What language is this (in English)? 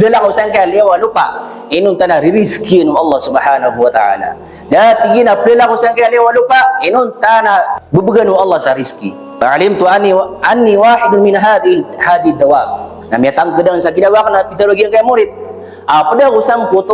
Maranao